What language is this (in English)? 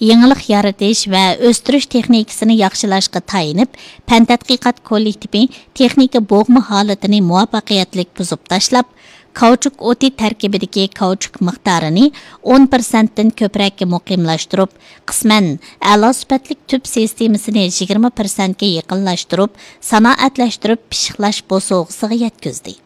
Uyghur